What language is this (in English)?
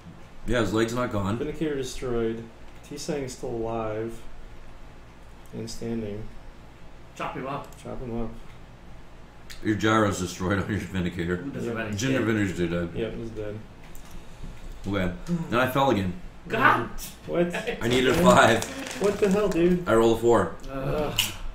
English